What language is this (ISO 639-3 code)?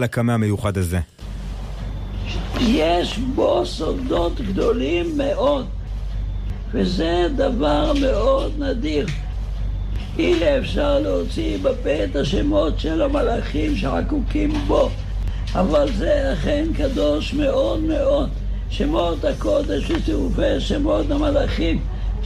heb